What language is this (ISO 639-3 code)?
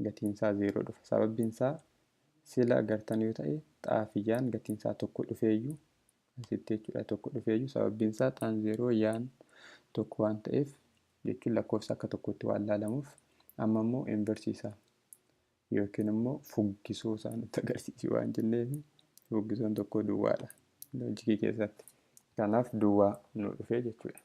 orm